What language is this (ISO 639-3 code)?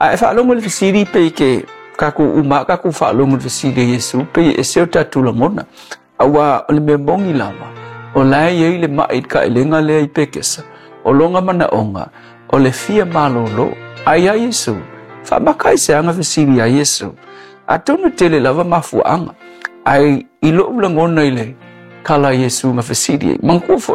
smo